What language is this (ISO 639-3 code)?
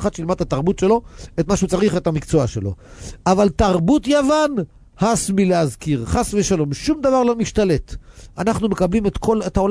heb